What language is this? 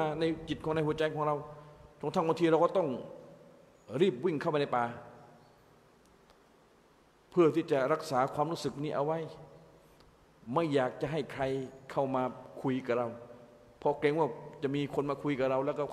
Thai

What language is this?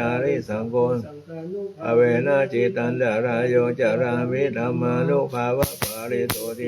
Pali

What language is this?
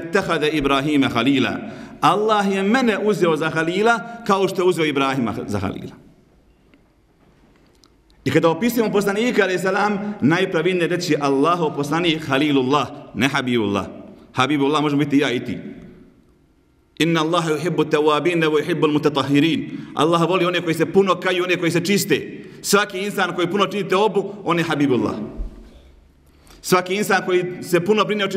Bosnian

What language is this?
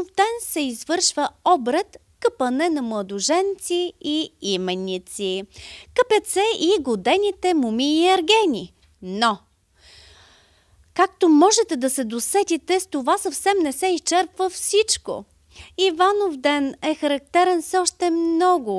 Bulgarian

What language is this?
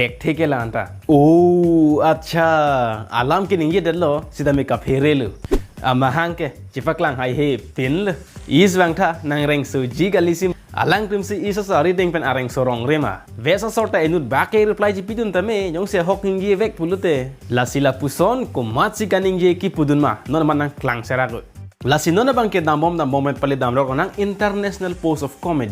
Karbi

